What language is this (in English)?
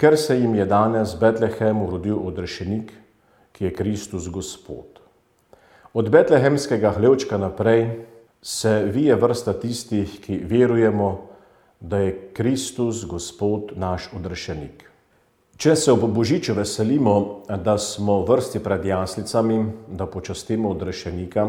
Slovenian